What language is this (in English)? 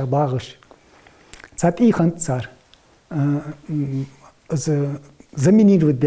Ingush